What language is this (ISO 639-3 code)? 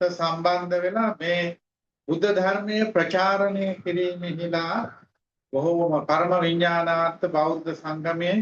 sin